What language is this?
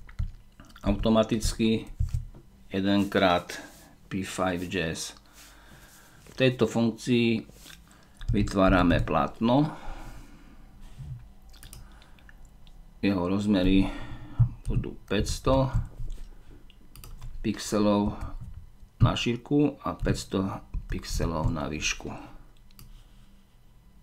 Slovak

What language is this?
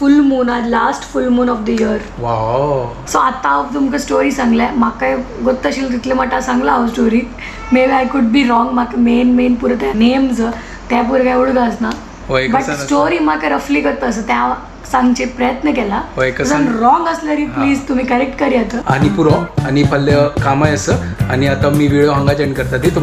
Konkani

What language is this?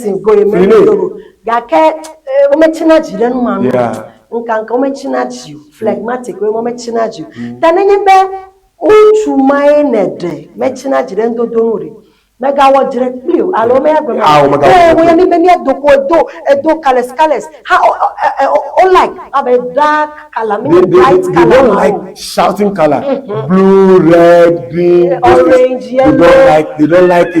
Ewe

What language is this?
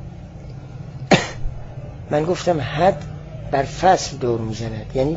Persian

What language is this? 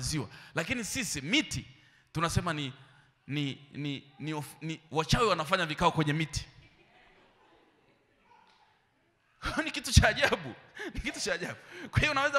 Swahili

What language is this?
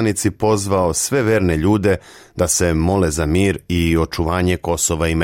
Serbian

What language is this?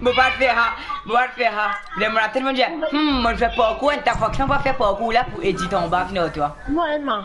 Morisyen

